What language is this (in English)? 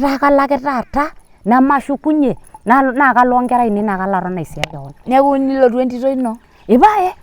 Masai